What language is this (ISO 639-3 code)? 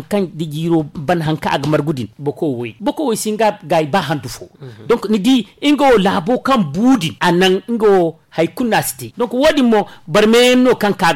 dje